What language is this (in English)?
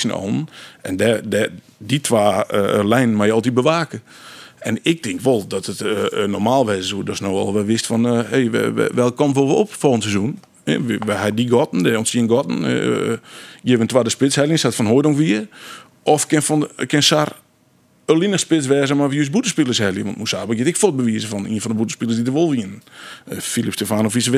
Western Frisian